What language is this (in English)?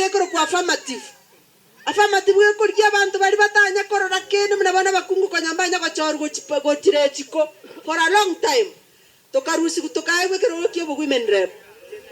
Gusii